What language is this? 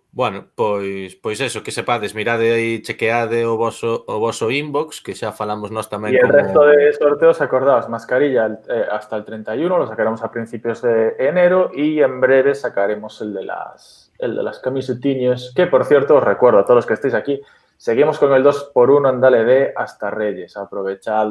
Galician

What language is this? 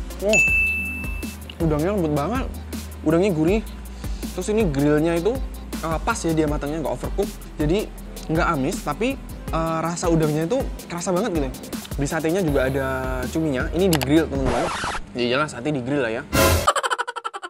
Indonesian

